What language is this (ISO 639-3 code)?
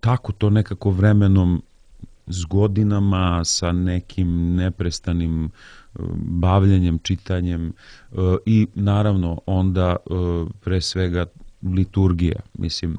srp